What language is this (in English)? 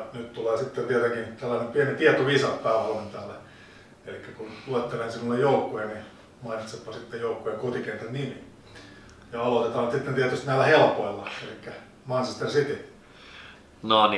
Finnish